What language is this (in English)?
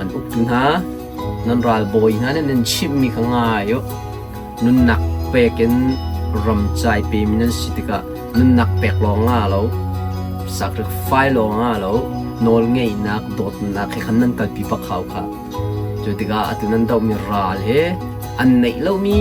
Hakha Chin